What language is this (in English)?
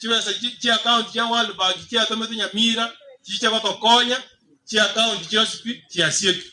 Gusii